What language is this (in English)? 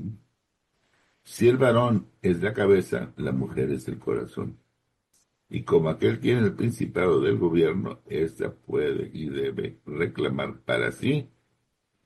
Spanish